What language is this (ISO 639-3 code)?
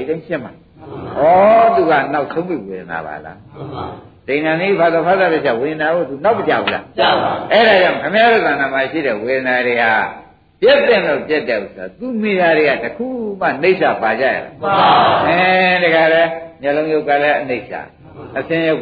mya